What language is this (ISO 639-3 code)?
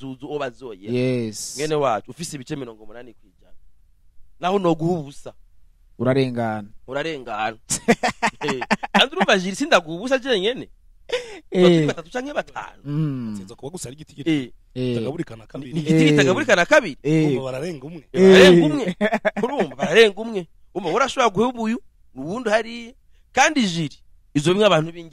run